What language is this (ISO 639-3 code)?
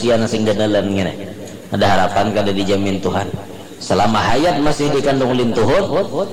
bjn